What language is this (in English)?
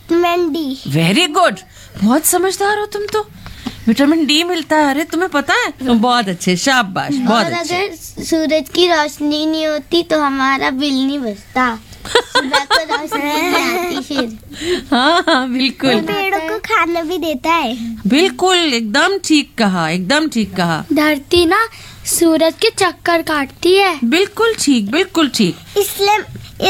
Hindi